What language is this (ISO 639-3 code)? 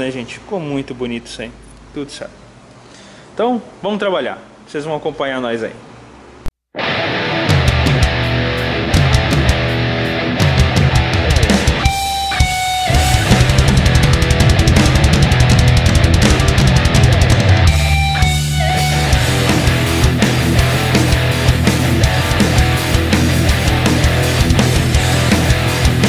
por